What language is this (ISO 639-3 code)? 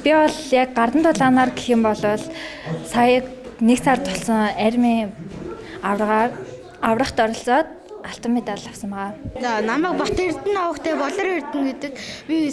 mon